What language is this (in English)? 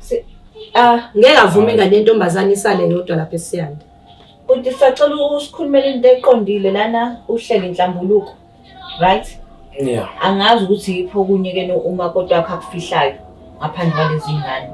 Zulu